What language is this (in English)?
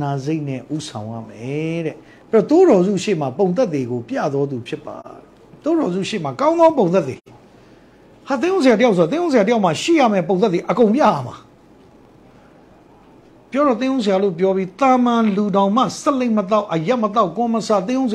Burmese